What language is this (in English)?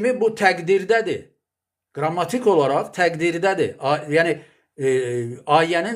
Azerbaijani